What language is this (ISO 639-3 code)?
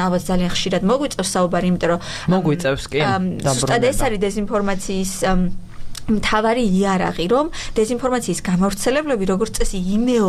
kat